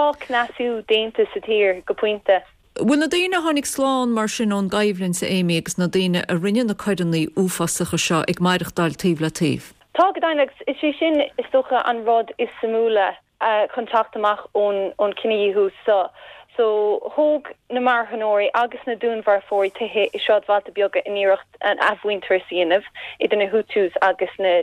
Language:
Irish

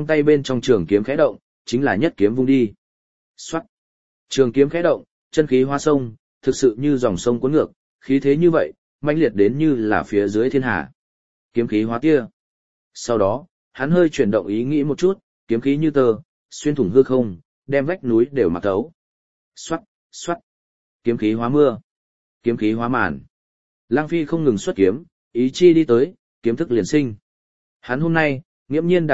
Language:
Vietnamese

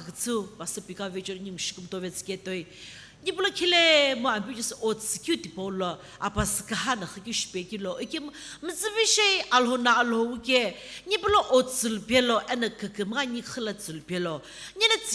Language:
Sumi Naga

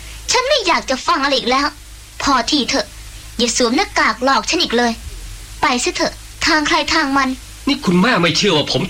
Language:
Thai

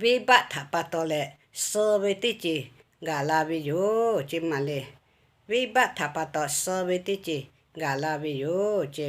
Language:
Lahu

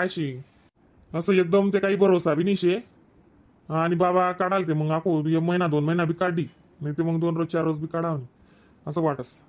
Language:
Khandesi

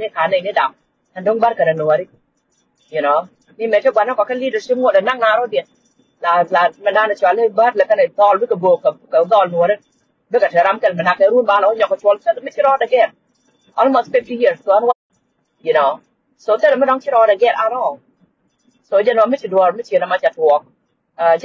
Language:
Nuer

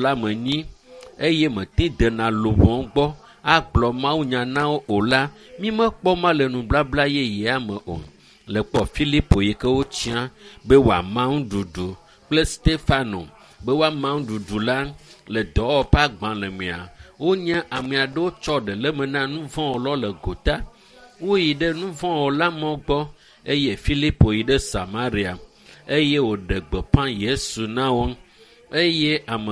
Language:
Ewe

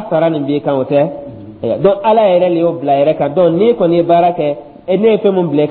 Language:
Dyula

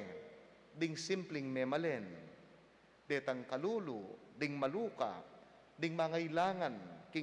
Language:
Pampanga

